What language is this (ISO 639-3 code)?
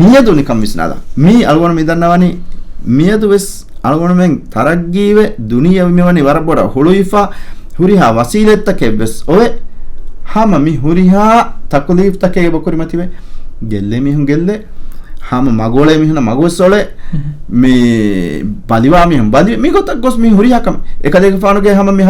div